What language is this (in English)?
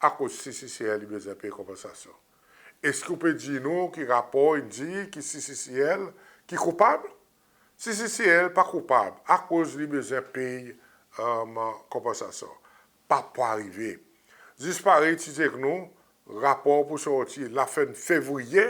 Seselwa Creole French